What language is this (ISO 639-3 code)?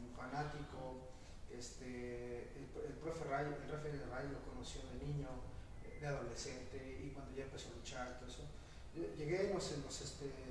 spa